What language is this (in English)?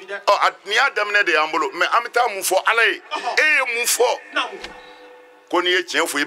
Bambara